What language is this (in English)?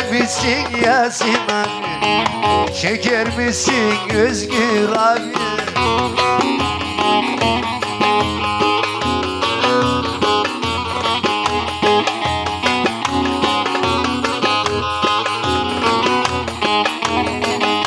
Turkish